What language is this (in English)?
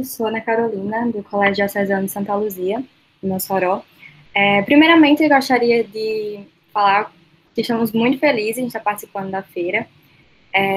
Portuguese